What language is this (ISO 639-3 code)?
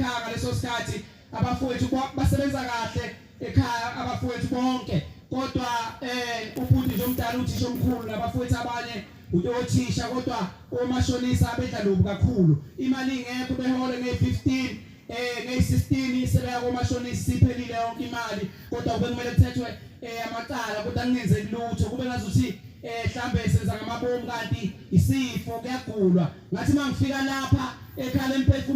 zul